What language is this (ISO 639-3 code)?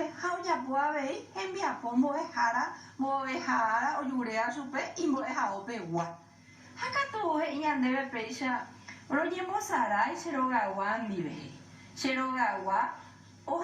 grn